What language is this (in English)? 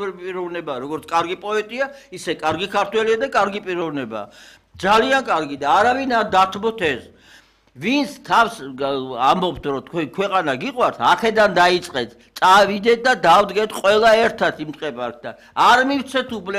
Georgian